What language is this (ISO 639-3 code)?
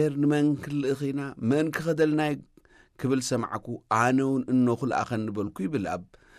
tir